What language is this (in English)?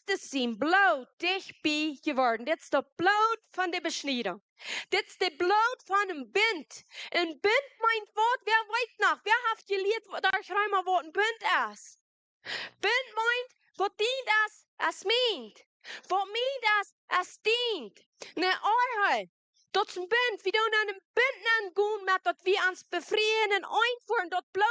Plautdietsch